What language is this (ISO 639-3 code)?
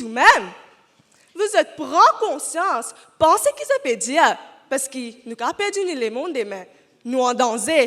mfe